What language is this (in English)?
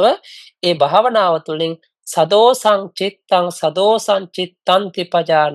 Sinhala